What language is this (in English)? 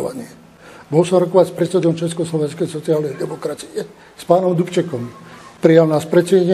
Slovak